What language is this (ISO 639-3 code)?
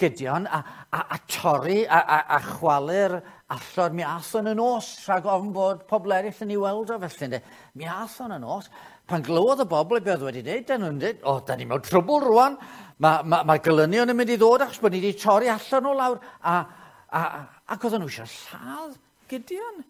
cym